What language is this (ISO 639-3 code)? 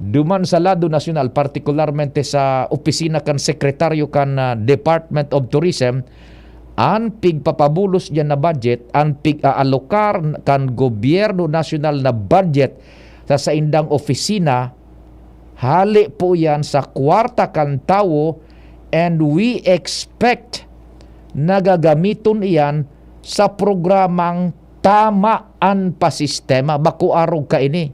bik